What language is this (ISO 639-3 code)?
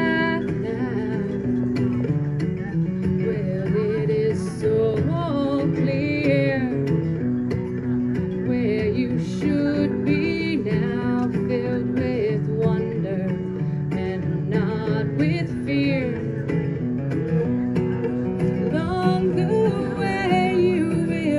eng